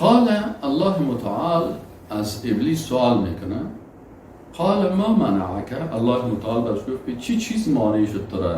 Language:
Persian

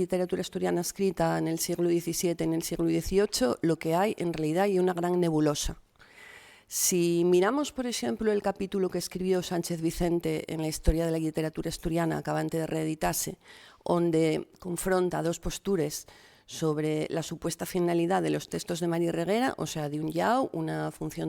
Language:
Asturian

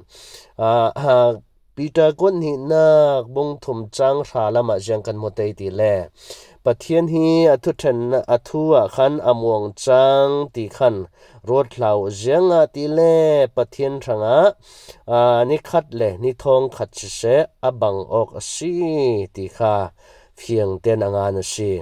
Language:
Falam Chin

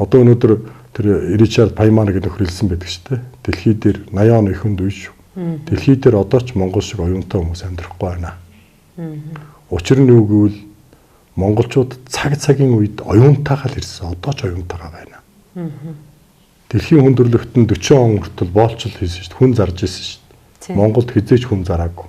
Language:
Mongolian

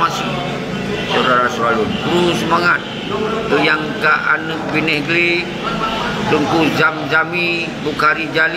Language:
Achinese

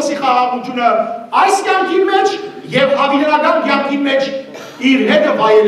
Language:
Western Armenian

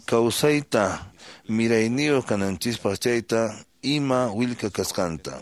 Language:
Quechua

